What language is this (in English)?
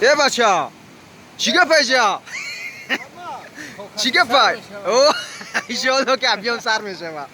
Tajik